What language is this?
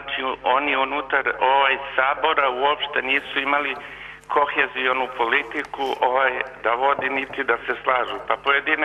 Serbian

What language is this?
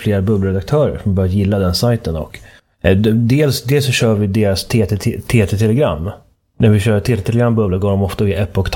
Swedish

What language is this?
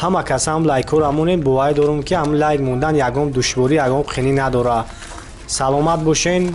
Tajik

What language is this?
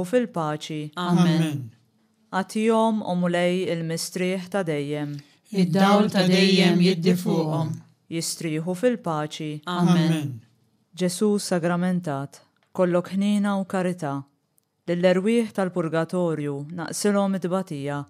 Maltese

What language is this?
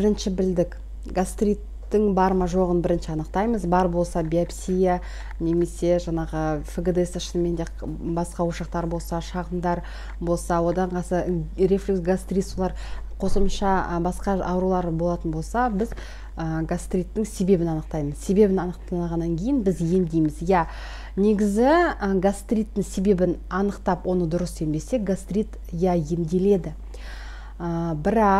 Kazakh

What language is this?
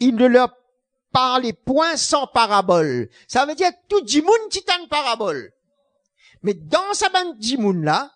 Morisyen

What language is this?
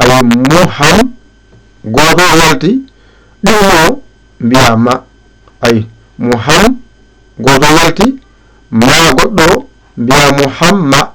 Fula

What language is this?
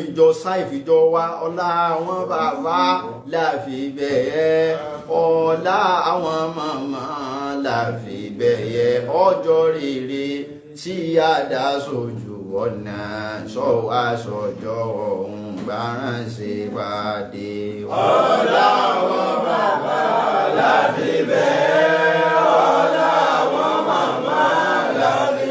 Yoruba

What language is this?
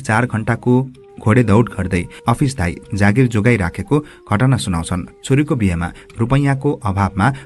Nepali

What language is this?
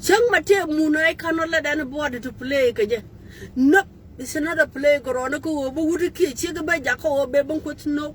Nuer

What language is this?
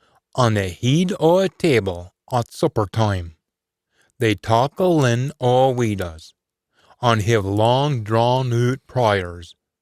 Scots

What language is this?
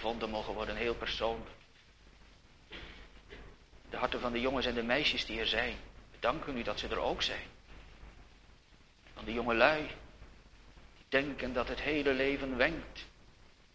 Dutch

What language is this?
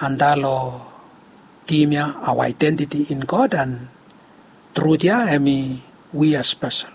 Bislama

